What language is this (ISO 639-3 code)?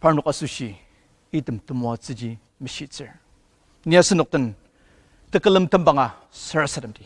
njo